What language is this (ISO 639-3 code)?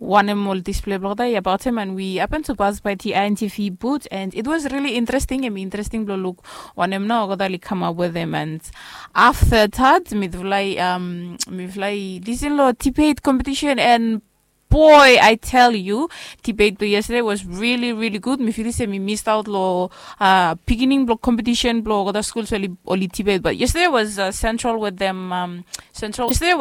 bis